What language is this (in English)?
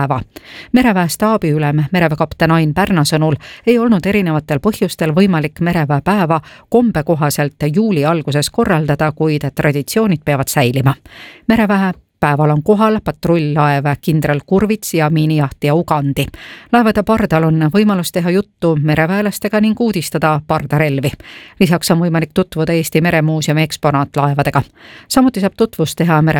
Estonian